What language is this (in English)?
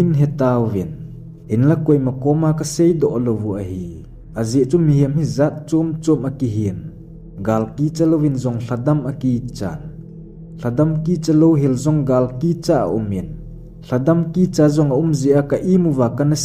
Thado Chin